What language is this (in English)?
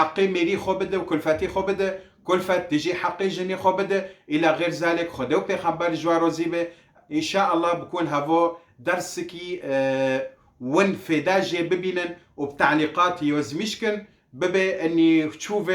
Kurdish